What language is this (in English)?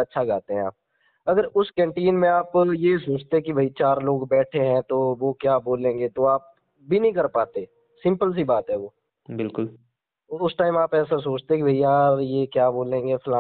Hindi